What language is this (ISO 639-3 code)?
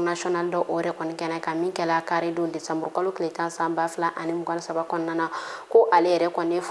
bam